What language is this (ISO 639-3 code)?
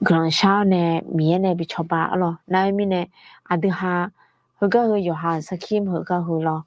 ahk